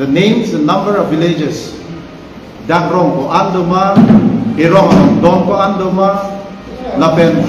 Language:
Karbi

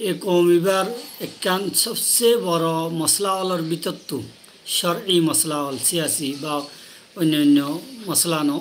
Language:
Rohingya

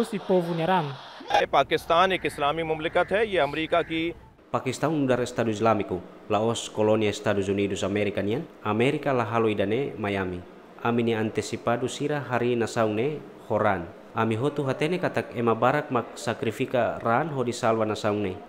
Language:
Tetum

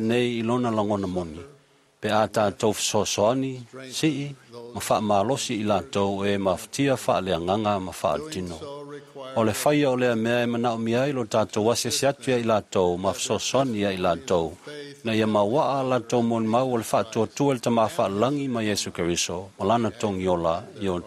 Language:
Samoan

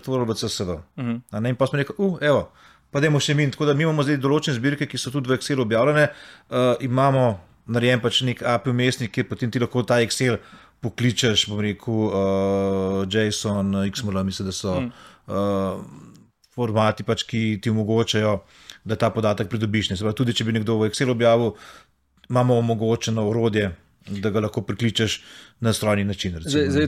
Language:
Slovenian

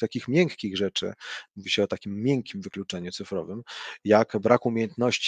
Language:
Polish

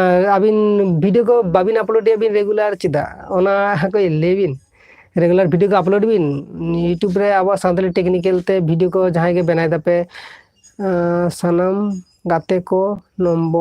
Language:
Santali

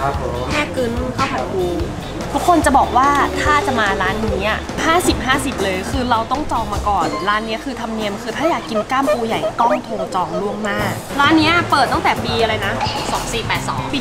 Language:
Thai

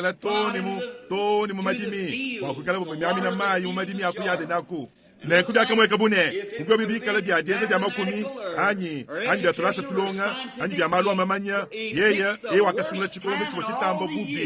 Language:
Luba-Lulua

